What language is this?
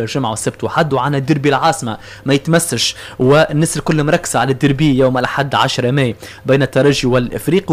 Tunisian Arabic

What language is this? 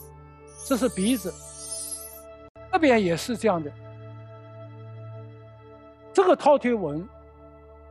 Chinese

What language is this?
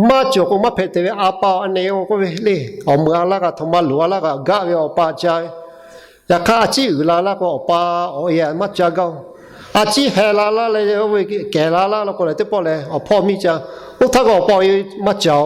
Lahu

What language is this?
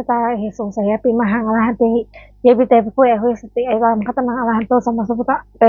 Pali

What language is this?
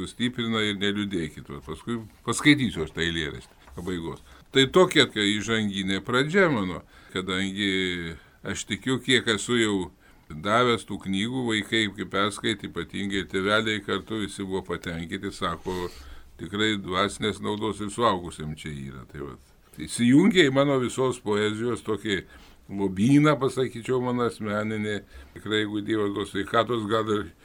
Lithuanian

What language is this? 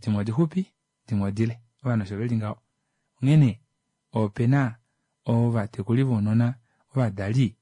Kuanyama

